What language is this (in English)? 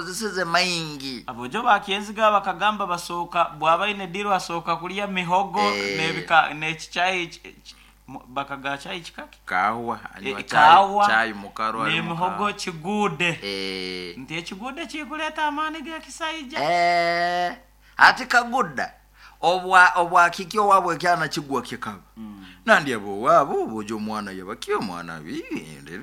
Nyoro